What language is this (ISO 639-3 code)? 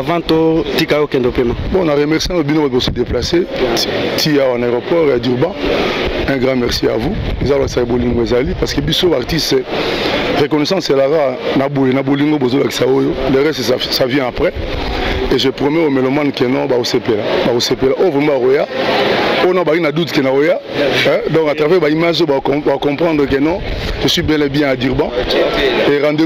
lin